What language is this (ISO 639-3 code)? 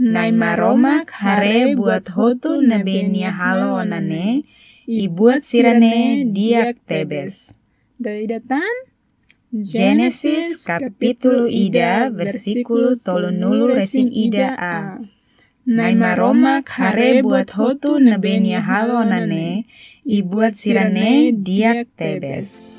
tet